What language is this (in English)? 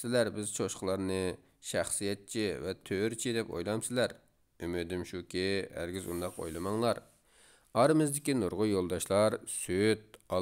Uyghur